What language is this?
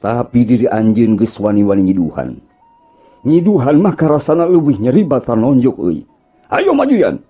Sundanese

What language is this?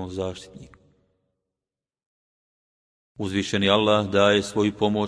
Bosnian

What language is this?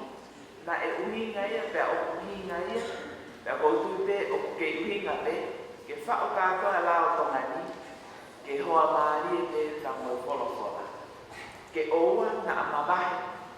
Tongan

